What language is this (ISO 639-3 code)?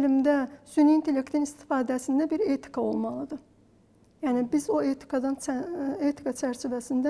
aze